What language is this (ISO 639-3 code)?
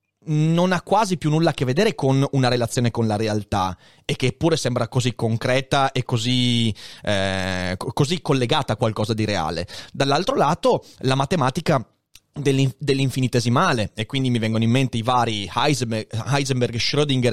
ita